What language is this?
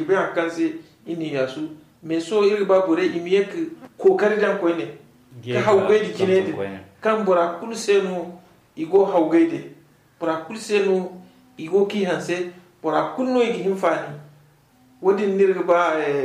Zarma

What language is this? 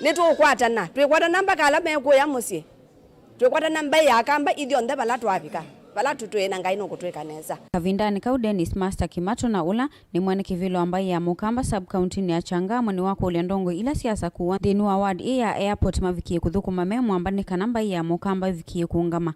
Kamba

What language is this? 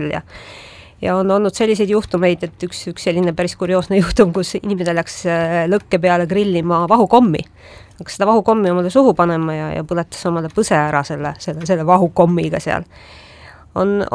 Estonian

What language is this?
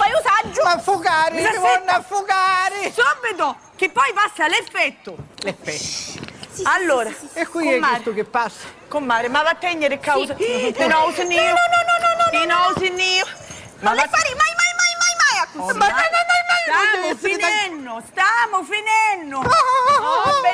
Sicilian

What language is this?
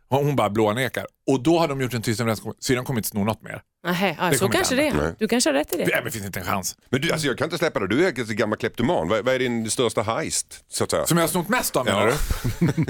Swedish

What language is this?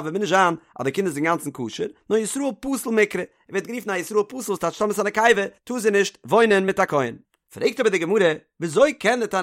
Yiddish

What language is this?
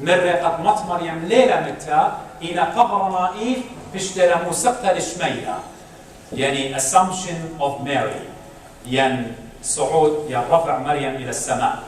Assyrian Neo-Aramaic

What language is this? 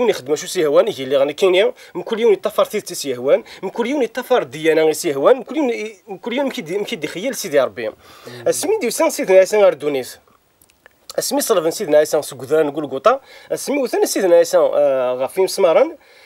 Kabyle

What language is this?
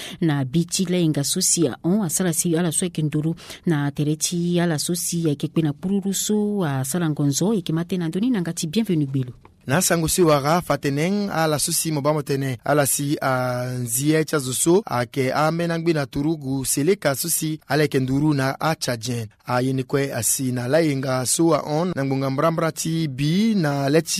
Sango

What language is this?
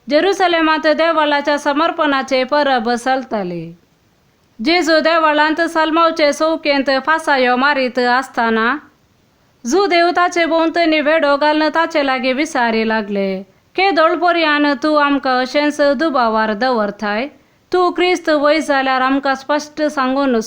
Konkani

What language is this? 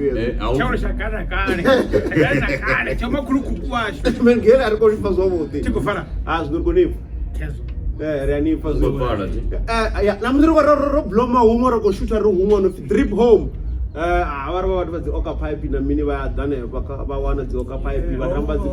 Venda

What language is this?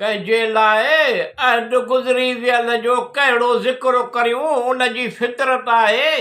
Sindhi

